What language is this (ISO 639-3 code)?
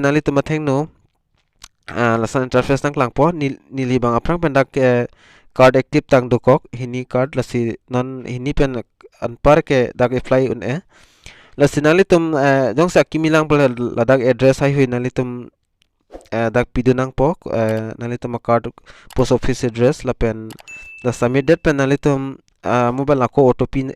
mjw